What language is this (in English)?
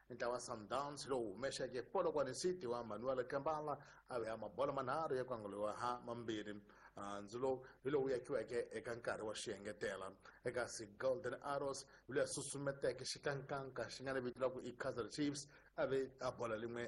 Tsonga